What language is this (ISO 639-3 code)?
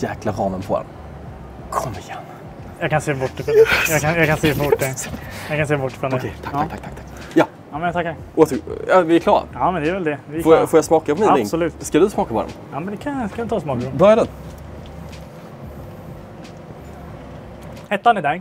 swe